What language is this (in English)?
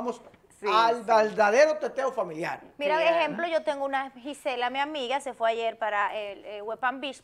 Spanish